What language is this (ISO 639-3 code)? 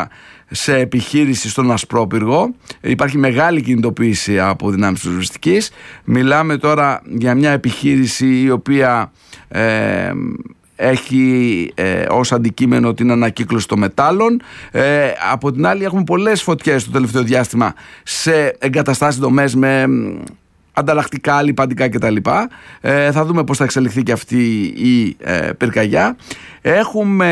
ell